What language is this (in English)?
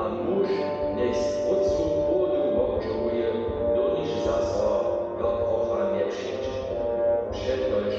Upper Sorbian